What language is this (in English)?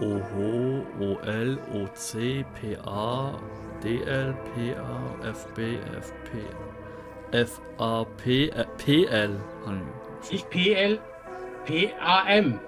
Swiss German